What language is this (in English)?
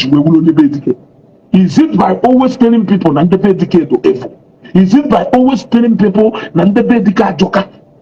Igbo